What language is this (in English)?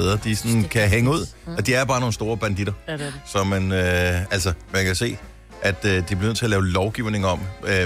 Danish